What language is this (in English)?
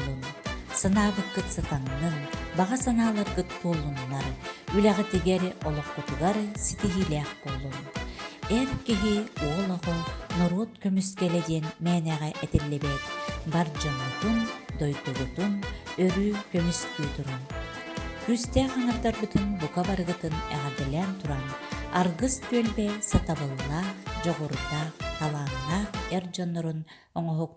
Yakut